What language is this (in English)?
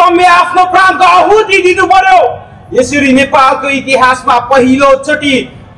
Nepali